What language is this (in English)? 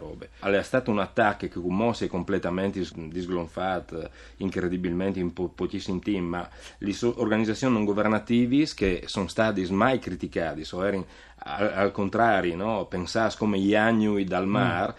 Friulian